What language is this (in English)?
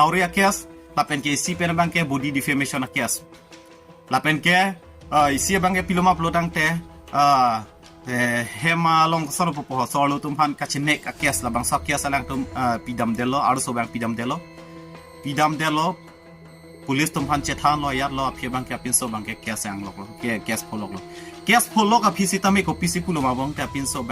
Karbi